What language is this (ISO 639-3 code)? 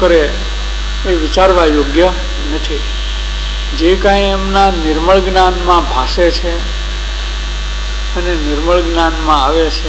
guj